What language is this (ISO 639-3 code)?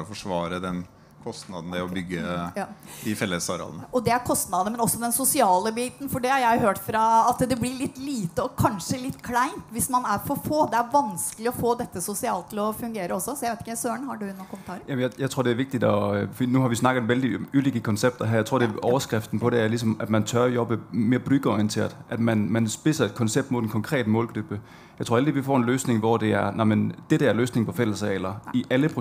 nor